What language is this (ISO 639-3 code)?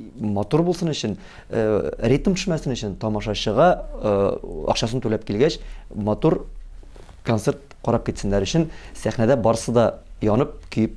tat